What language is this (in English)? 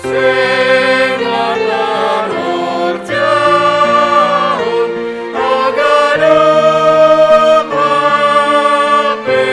Batak Simalungun